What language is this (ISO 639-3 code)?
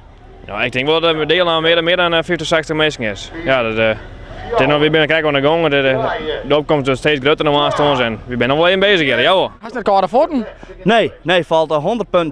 fry